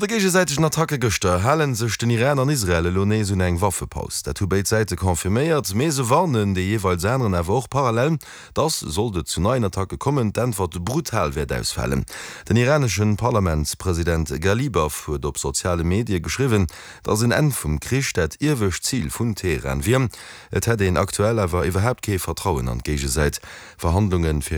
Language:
Luxembourgish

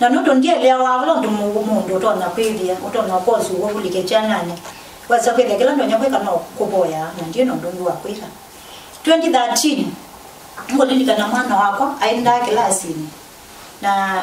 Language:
Kamba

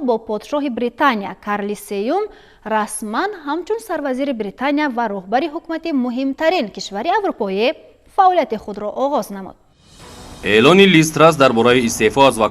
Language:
Tajik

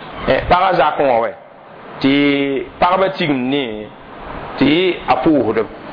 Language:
Mossi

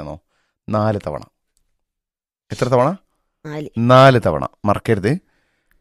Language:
Malayalam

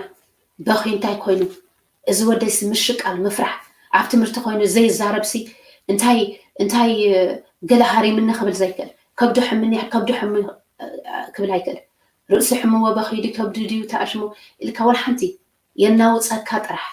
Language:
Tigrinya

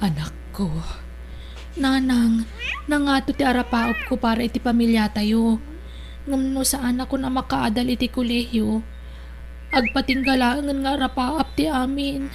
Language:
Iloko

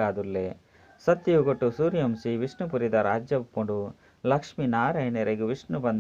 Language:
Tulu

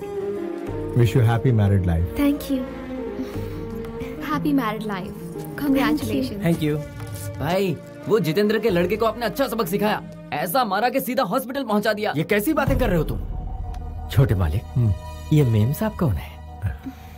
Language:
Hindi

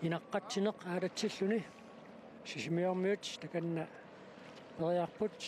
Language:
Kalaallisut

